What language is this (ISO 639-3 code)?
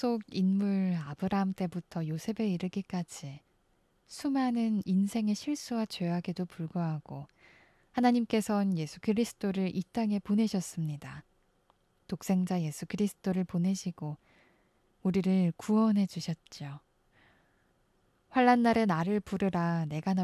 kor